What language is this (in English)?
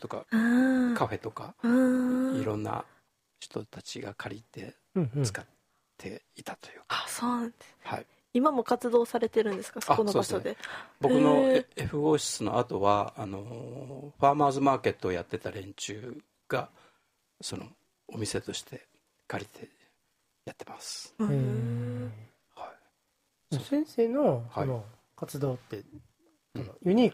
Japanese